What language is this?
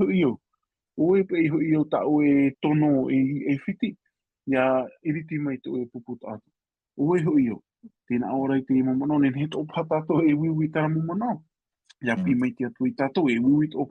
Tahitian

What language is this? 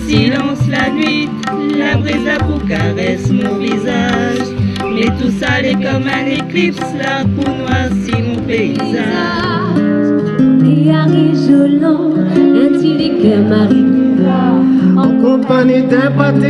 Réunion Creole French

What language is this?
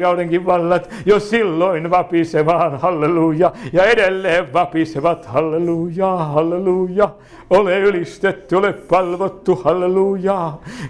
Finnish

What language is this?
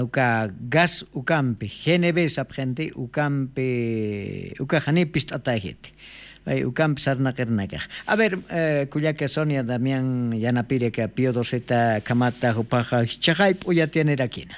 Aymara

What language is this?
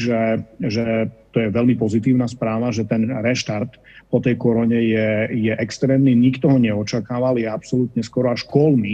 Slovak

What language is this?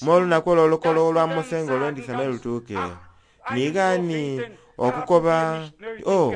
Soga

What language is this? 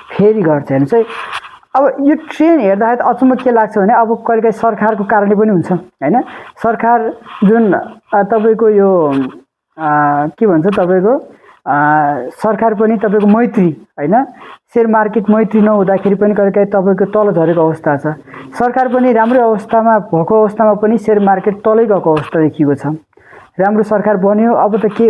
Nepali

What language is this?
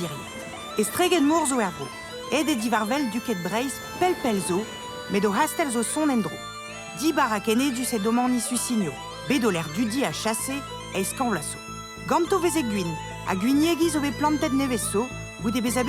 Breton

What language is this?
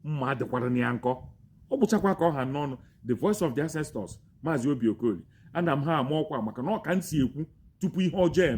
Igbo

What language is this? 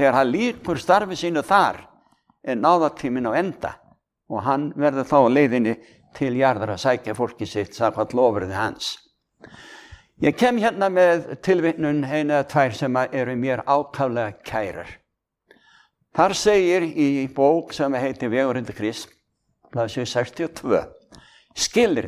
Icelandic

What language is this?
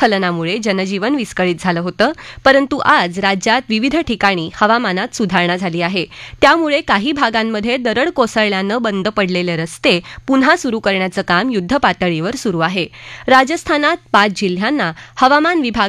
Marathi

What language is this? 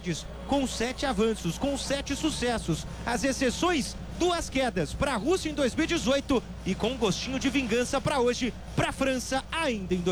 Portuguese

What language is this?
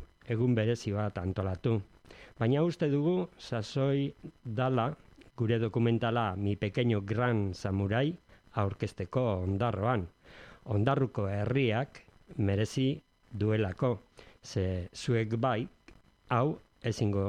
Basque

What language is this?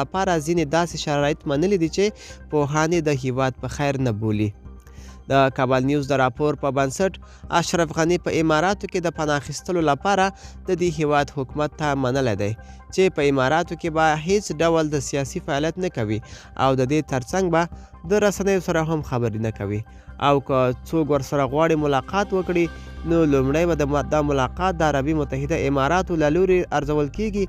Pashto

